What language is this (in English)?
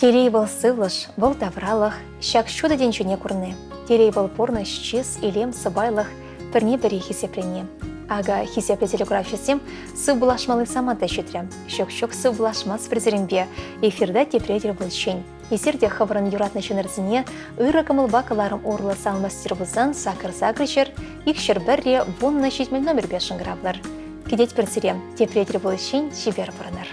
Chuvash